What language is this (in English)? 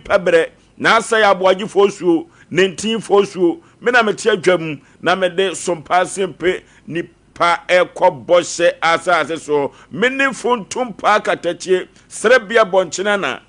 Akan